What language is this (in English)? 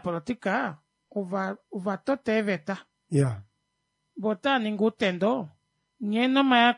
Kuanyama